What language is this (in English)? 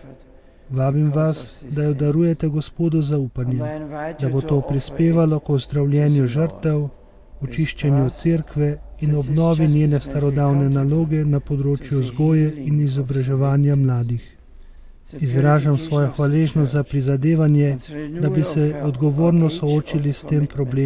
Slovenian